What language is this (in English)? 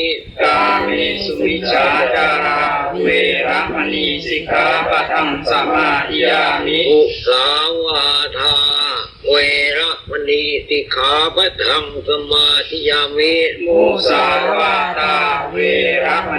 Pali